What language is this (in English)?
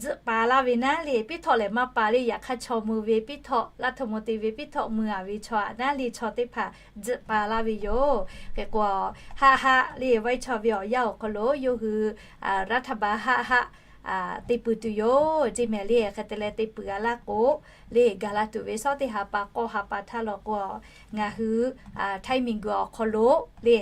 Lahu